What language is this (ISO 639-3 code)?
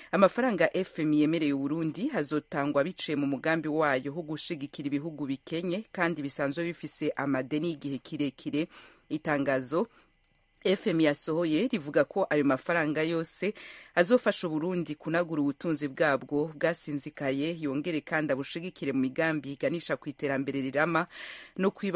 run